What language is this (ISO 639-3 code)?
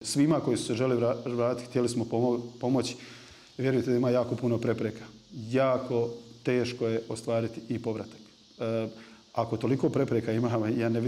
bos